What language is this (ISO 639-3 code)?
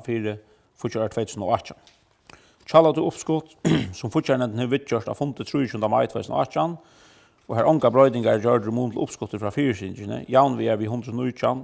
fao